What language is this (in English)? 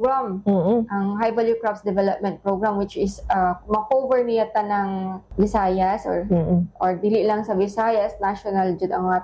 Cebuano